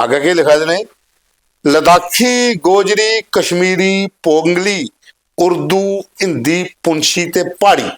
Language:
Dogri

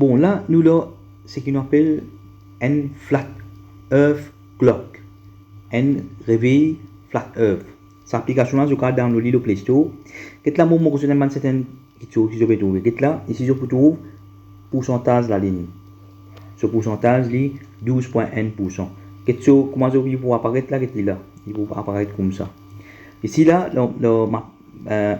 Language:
Morisyen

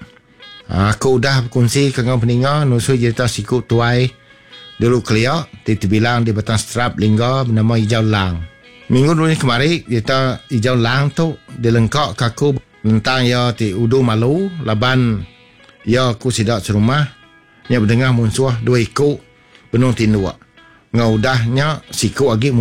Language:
Iban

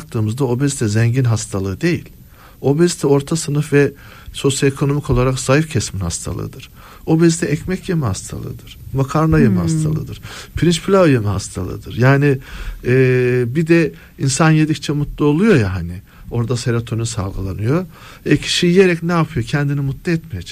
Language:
Turkish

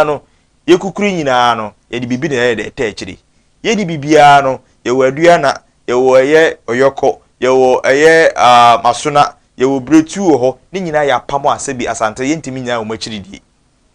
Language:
Akan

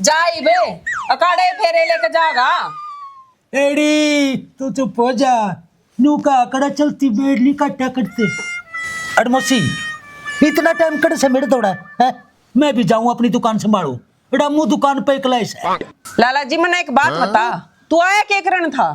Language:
Haryanvi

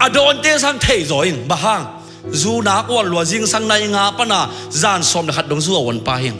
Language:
Tedim Chin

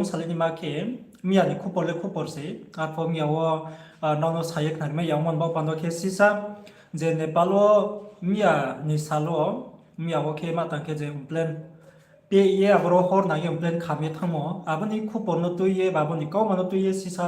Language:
Riang (India)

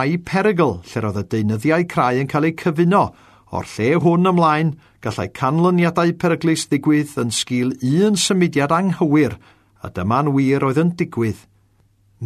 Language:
Welsh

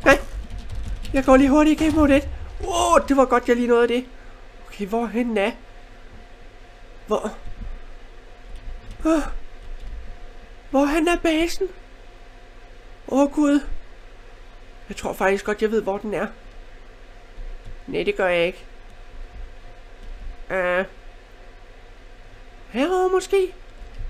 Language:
Danish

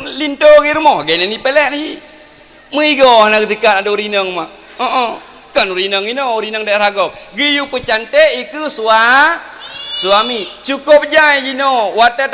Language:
Achinese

